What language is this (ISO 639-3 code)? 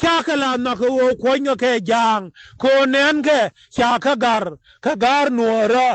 nus